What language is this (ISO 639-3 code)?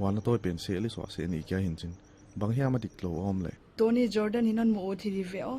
pck